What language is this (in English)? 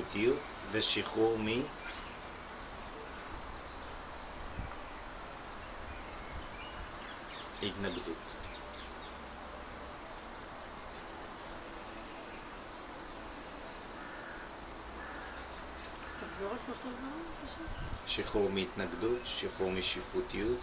Hebrew